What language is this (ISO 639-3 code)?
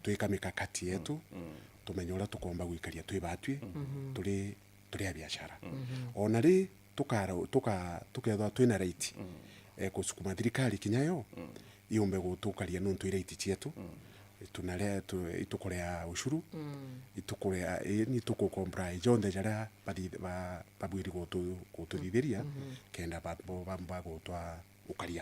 mer